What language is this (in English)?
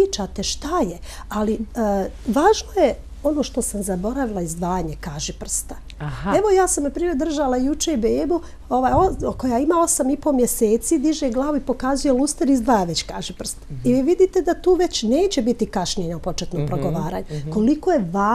Serbian